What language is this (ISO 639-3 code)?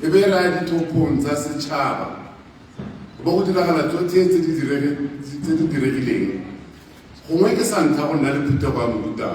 tsn